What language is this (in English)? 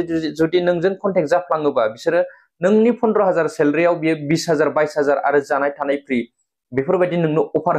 Bodo